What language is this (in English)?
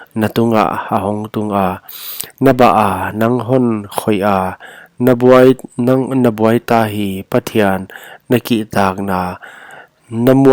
Paite Chin